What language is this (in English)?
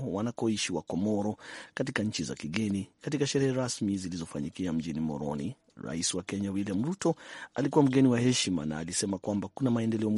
Swahili